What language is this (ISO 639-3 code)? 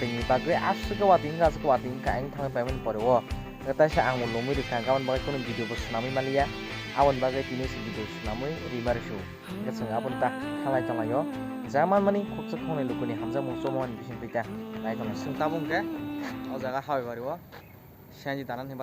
trp